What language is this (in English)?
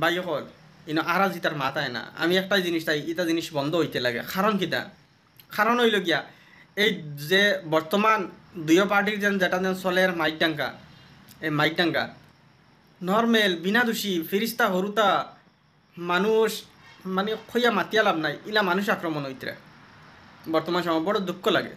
Sylheti